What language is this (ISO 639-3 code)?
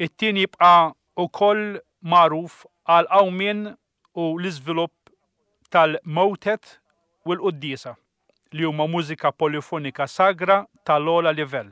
mlt